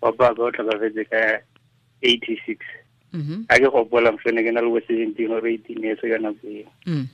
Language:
Tswana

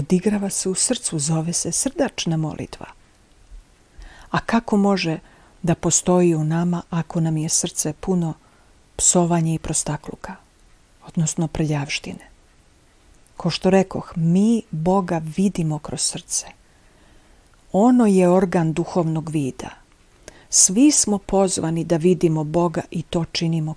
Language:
Serbian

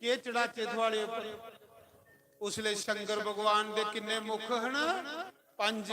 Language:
Dogri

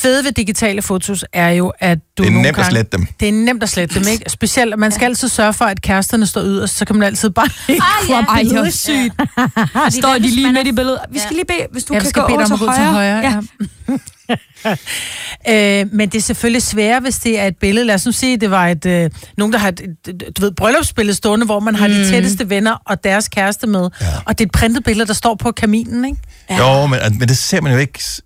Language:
Danish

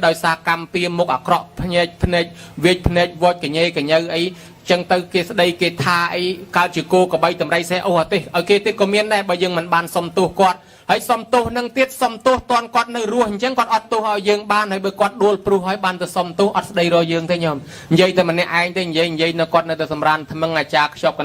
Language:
Khmer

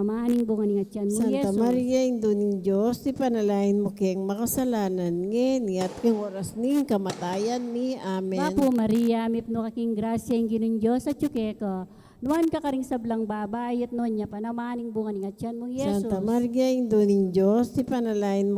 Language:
Pampanga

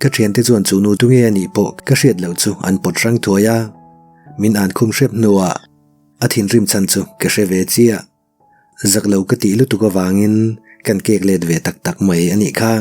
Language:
Mizo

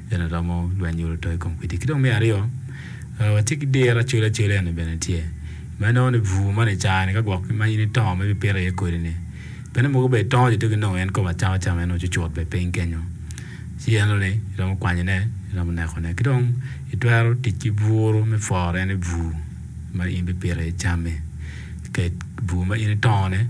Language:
Acoli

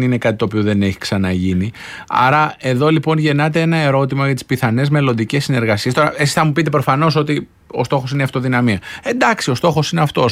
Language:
Greek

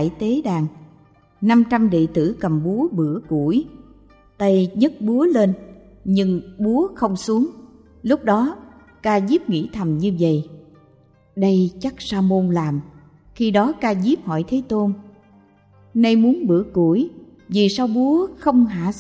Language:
Vietnamese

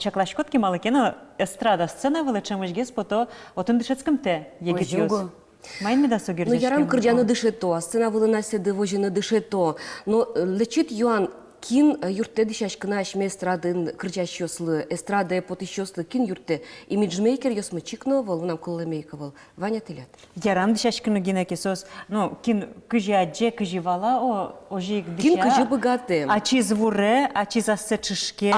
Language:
Udmurt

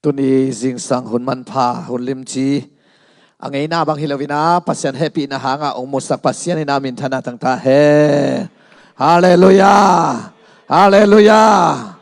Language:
Tedim Chin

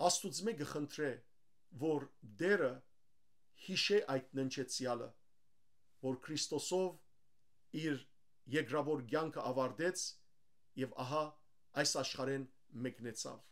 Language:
Western Armenian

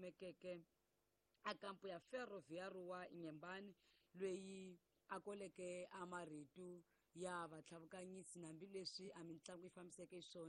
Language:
Tsonga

